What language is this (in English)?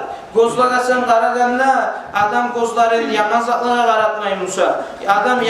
Kumyk